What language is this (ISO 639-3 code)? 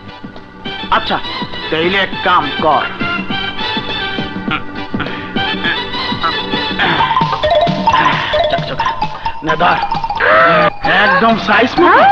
ben